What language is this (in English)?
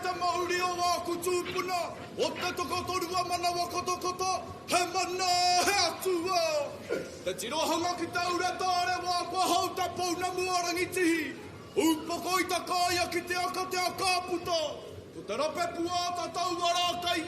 Māori